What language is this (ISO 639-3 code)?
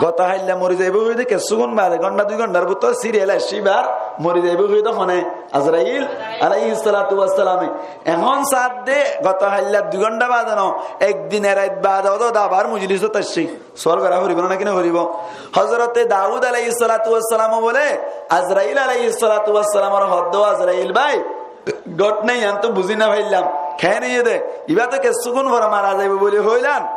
rhg